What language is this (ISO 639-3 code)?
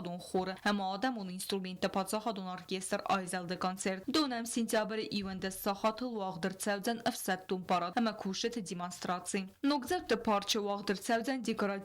oss